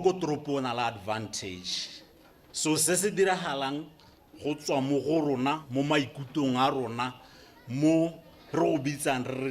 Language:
Tswana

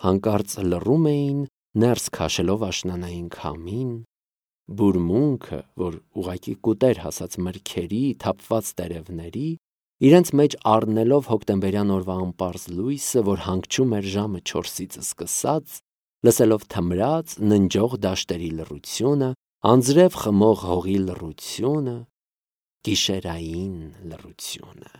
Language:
Armenian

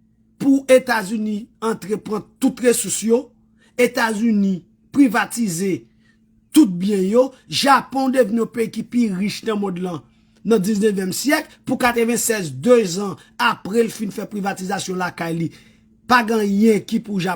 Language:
Haitian Creole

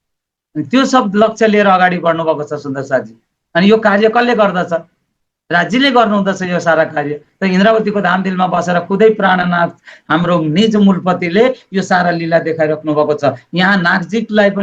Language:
Nepali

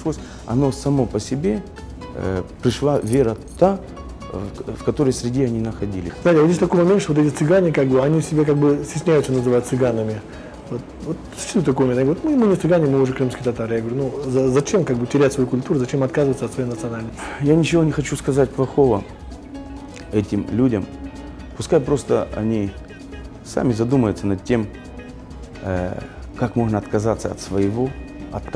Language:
Russian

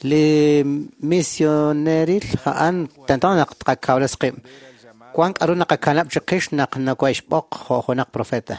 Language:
Kekchí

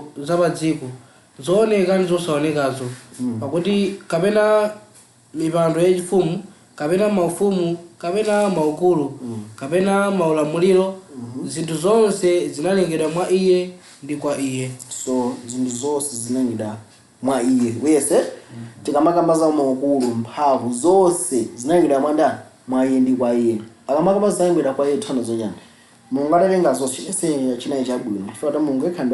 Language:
Nyanja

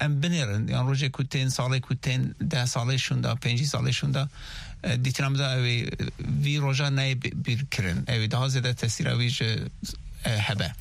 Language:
Kurdish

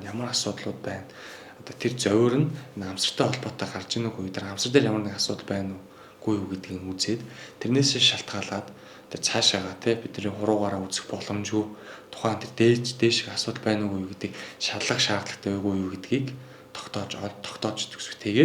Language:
Mongolian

